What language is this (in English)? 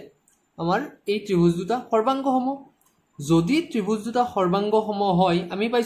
Assamese